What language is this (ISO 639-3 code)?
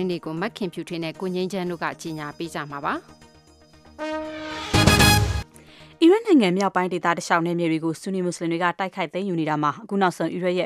mya